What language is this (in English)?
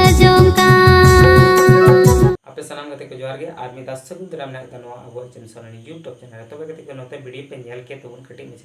Santali